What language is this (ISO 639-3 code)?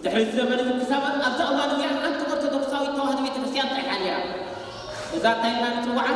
tir